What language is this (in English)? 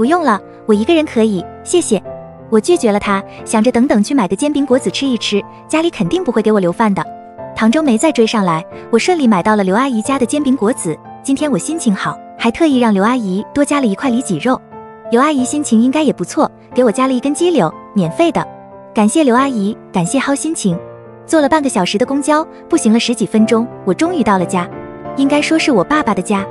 Chinese